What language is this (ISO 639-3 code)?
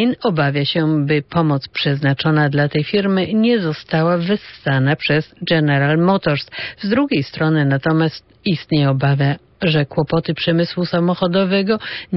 pol